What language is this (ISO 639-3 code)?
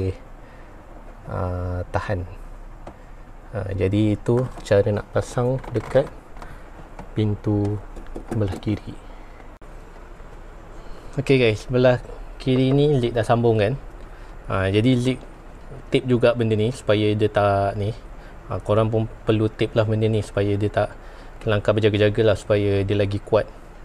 msa